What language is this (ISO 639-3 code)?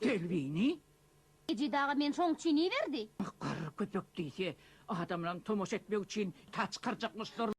tuk